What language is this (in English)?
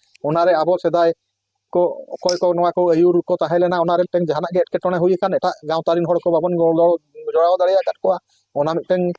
Santali